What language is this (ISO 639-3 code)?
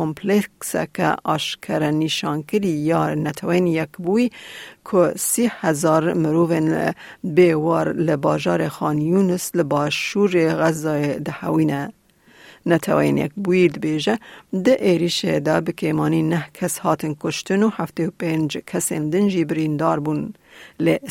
kur